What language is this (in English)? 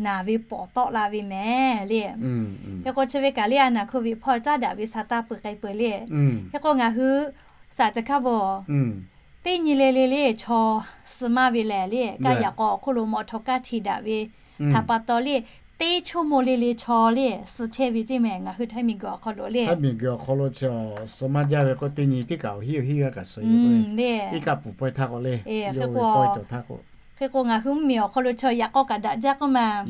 Lahu